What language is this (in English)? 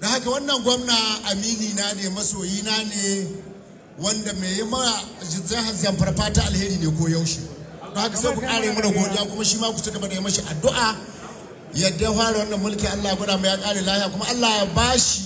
Hausa